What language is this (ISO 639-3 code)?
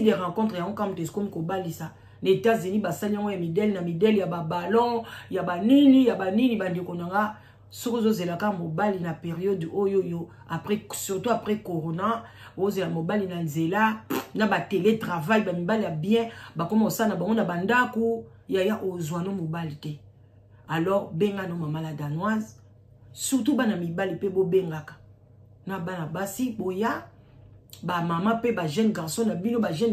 lin